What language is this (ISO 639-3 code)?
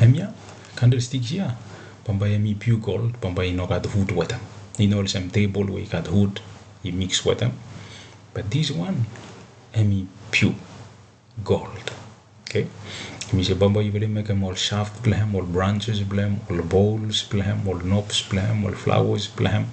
bis